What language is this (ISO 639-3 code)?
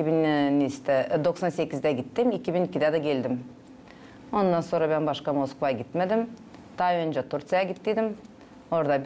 gag